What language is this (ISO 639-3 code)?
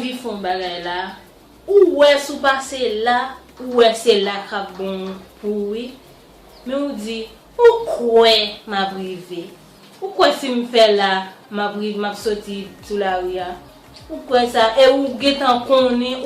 hat